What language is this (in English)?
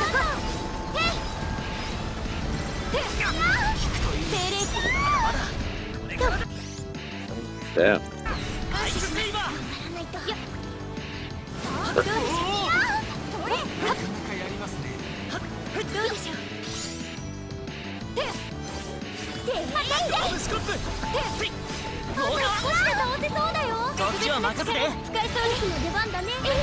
Japanese